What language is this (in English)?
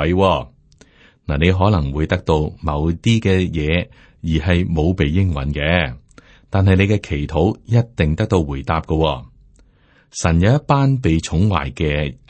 Cantonese